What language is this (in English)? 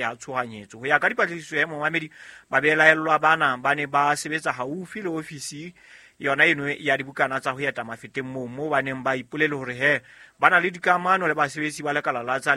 Southern Sotho